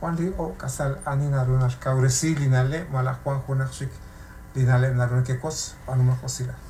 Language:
Kekchí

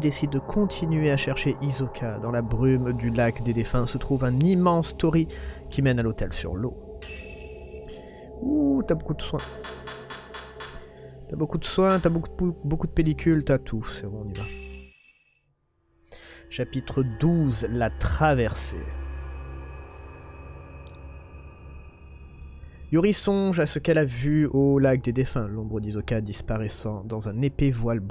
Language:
French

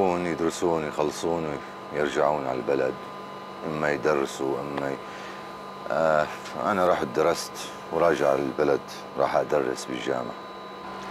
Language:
North Levantine Arabic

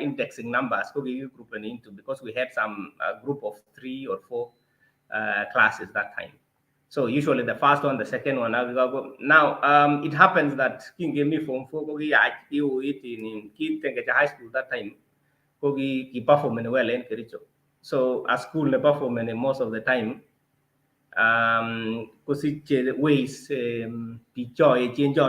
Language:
Kalenjin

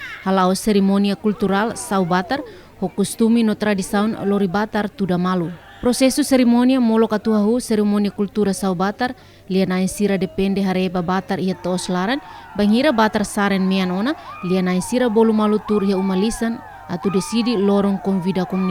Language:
Tetum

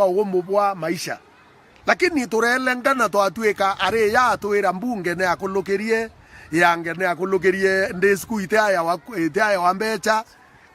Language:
Meru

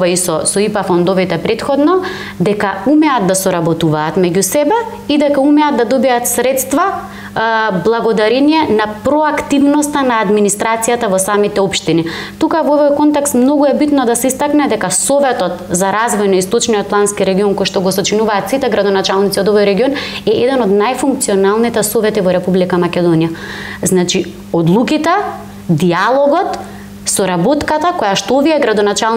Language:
Macedonian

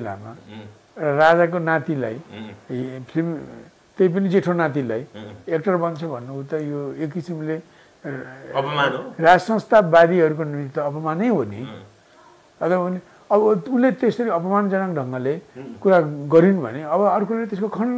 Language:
Nepali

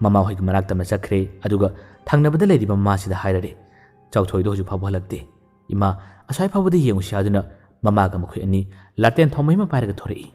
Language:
Manipuri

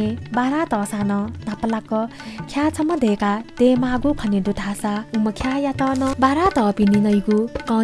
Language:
Newari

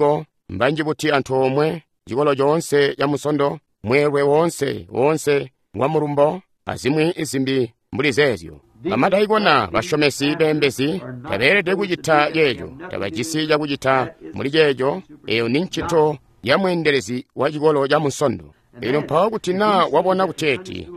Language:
Tonga (Zambia)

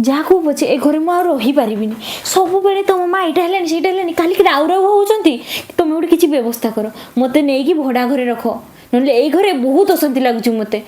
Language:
Odia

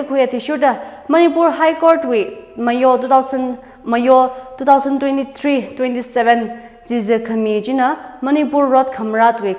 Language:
Tangkhul Naga (India)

